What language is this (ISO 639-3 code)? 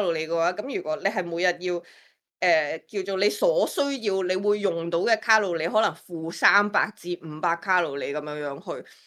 yue